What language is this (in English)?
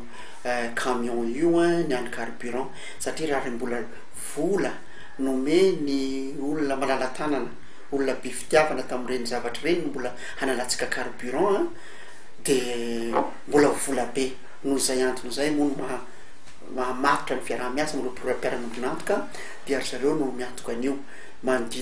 Malagasy